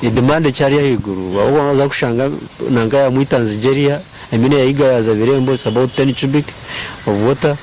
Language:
Nyankole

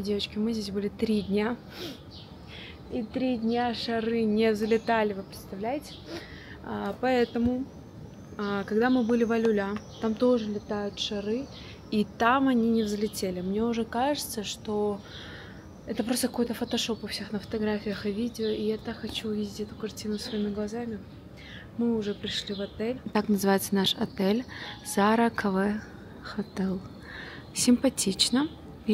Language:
Russian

